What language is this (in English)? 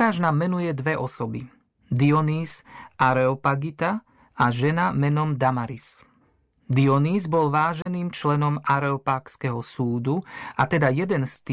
Slovak